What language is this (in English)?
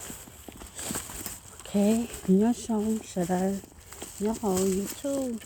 Hmong